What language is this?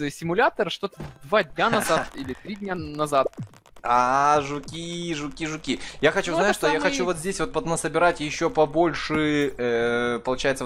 Russian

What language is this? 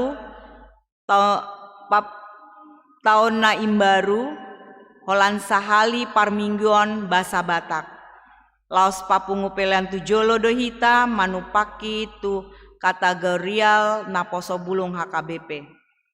Batak Toba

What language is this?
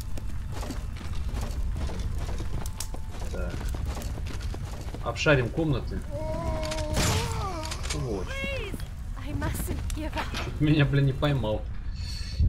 Russian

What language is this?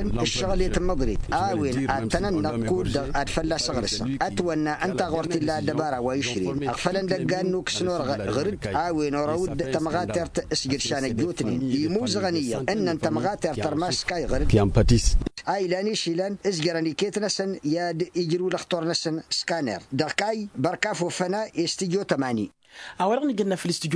Tamasheq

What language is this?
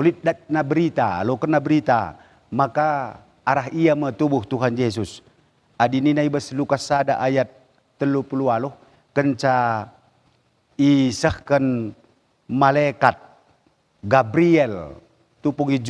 Batak Karo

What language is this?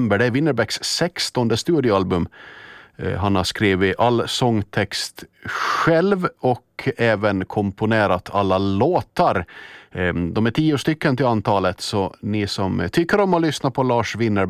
Swedish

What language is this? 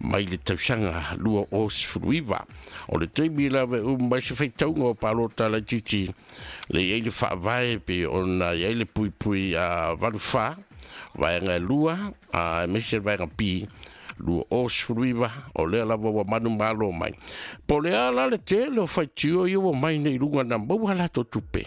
Samoan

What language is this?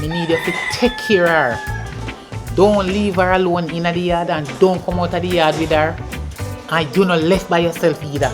Jamaican Creole English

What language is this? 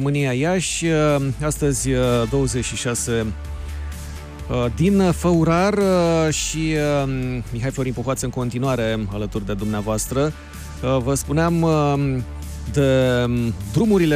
Romanian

